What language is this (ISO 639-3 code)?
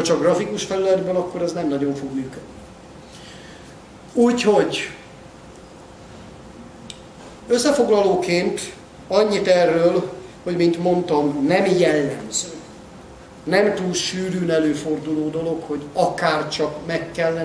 hun